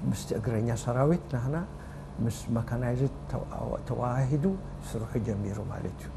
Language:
Tigrinya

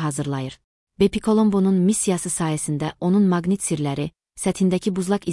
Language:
Azerbaijani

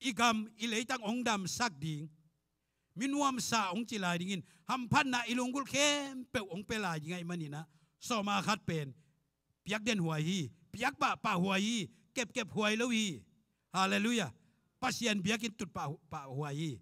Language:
Tedim Chin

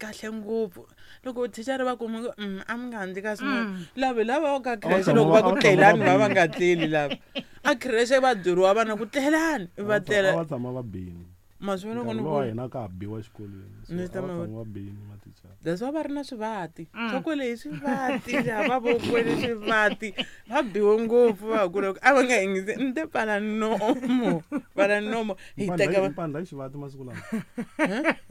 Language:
Tsonga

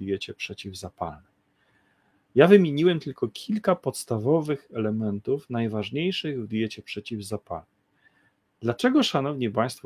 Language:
Polish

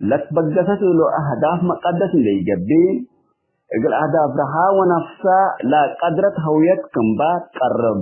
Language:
Tigre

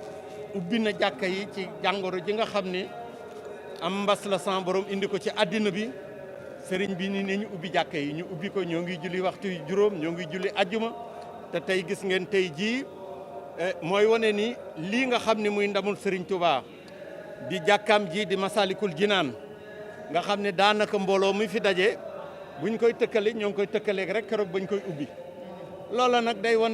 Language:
Wolof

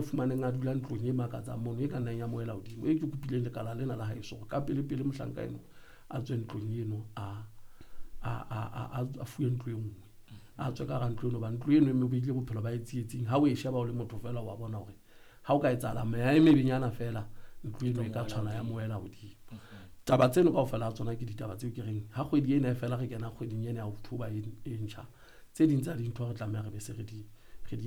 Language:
Southern Sotho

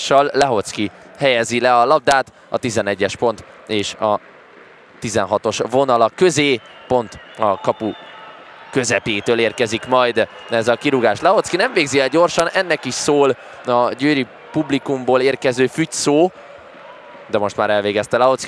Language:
Hungarian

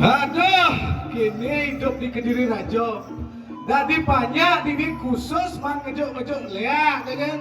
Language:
Balinese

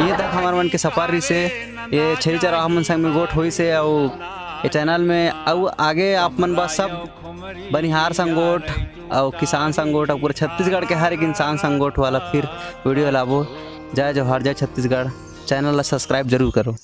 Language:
Chhattisgarhi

